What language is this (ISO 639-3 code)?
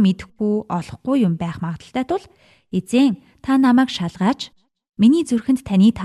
mon